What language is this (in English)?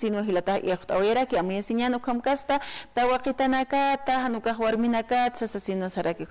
Aymara